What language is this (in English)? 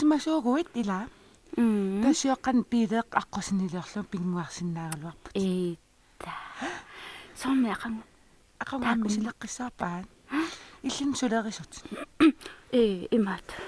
Kalaallisut